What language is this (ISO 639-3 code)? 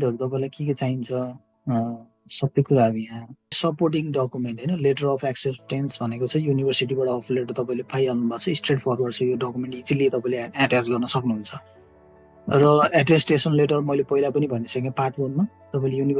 nep